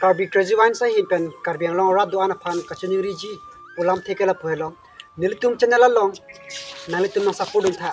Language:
Karbi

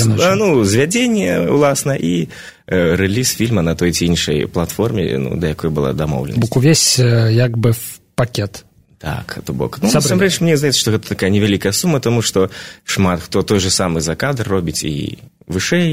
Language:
Belarusian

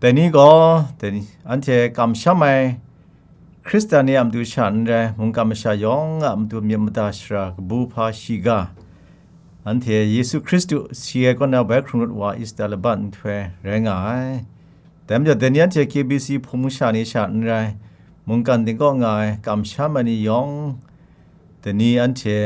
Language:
Kachin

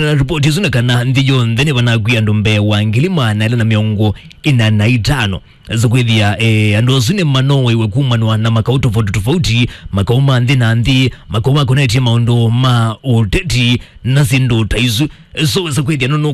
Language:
Kamba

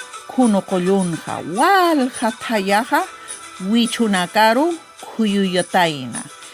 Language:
Aymara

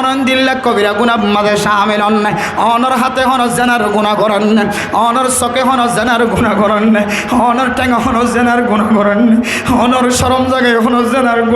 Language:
Rohingya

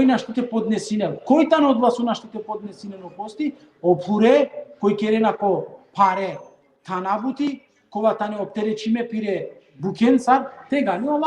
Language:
Balkan Romani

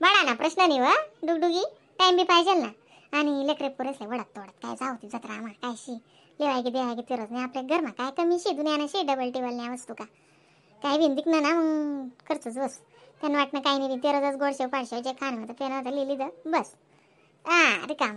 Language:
Khandesi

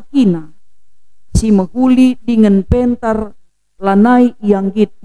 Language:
Batak Karo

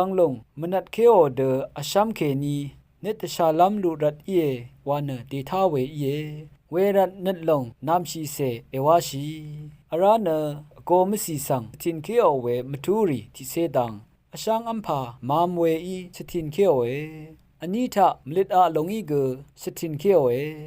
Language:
Rawang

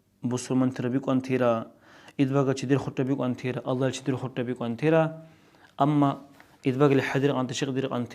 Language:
Dargwa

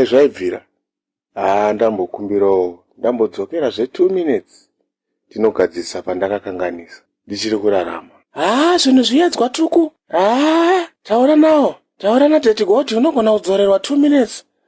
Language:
Shona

